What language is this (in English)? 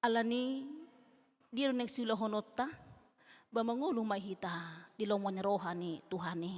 Batak Toba